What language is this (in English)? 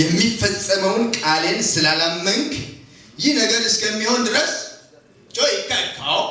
Amharic